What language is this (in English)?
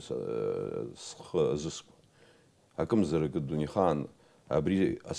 Abkhazian